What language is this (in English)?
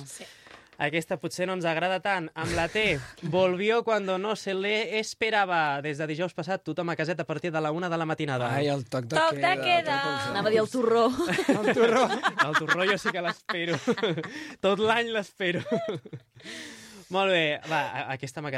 Catalan